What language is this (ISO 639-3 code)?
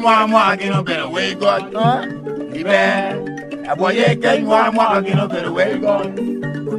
laj